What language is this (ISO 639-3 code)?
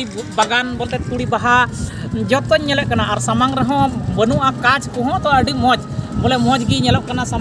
sat